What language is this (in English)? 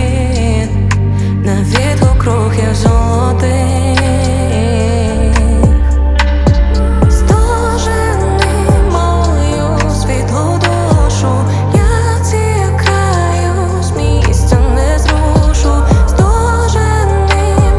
Ukrainian